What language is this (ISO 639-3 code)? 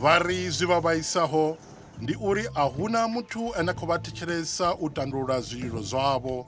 ven